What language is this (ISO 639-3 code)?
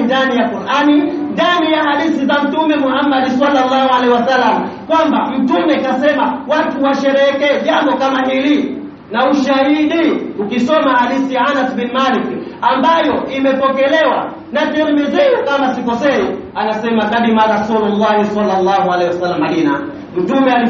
swa